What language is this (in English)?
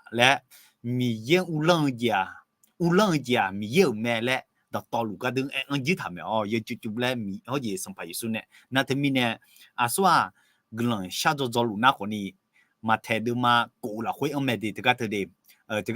Akha